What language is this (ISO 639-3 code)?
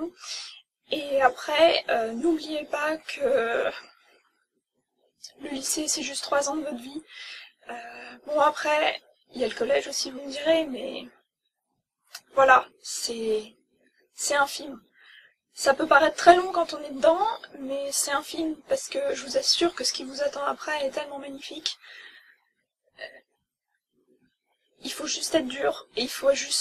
fra